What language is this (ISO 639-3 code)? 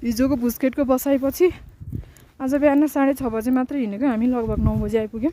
nep